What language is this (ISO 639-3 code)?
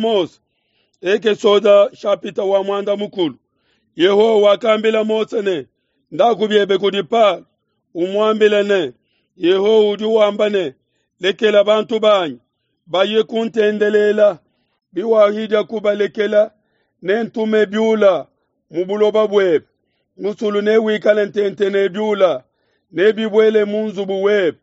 lua